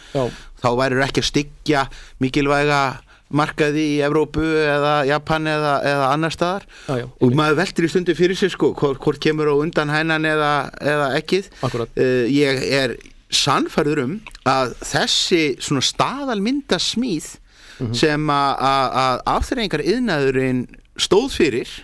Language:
Icelandic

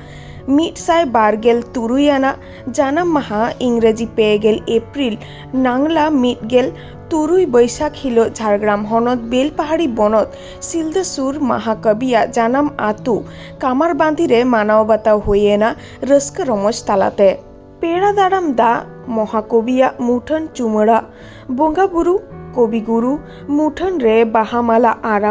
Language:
Santali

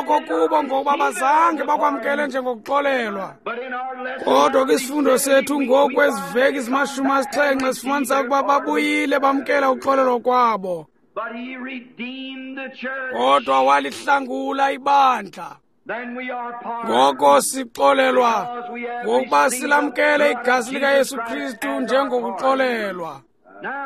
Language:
Xhosa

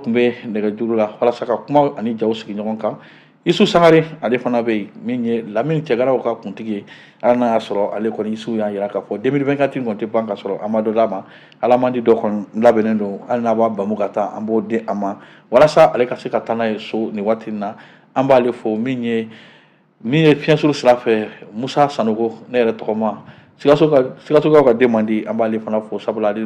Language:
Bambara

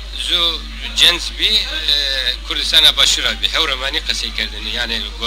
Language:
Zaza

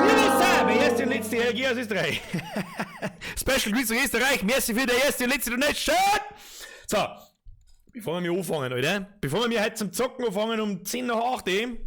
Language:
Bavarian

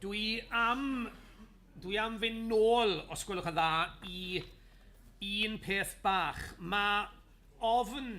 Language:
Welsh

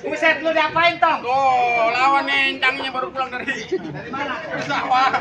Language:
Betawi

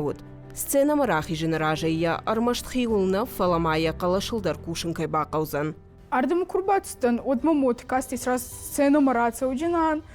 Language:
Ossetic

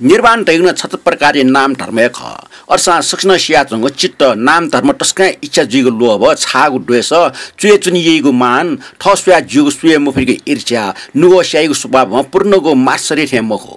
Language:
Newari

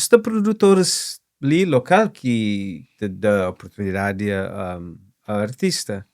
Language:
Kabuverdianu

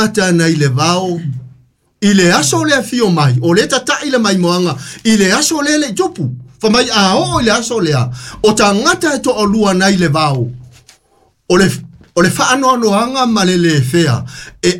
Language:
Samoan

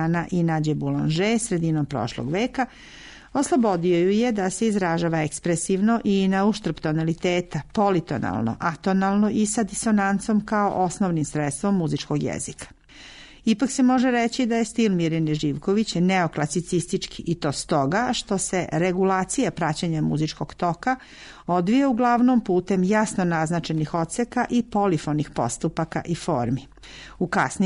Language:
Serbian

